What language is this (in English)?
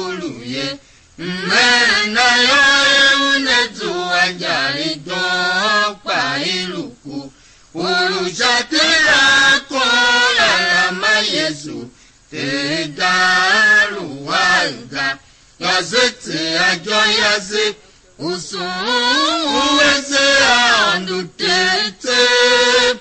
Tiv